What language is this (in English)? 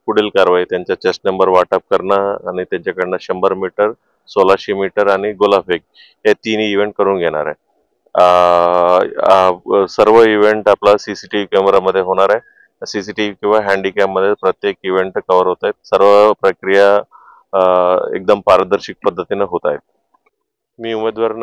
Marathi